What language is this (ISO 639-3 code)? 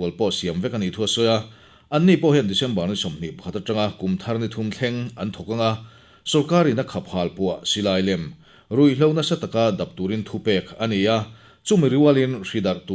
lus